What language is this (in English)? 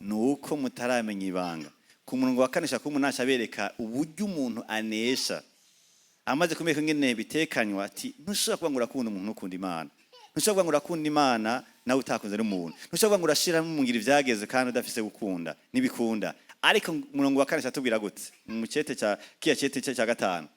Rundi